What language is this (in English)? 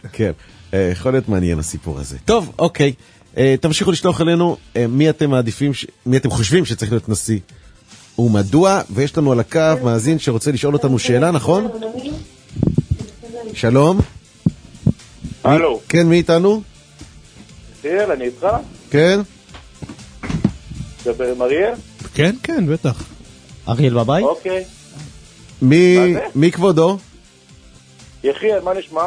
Hebrew